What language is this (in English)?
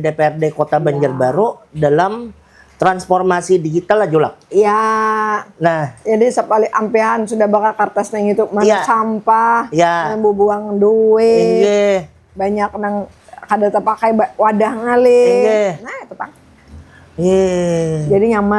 Banjar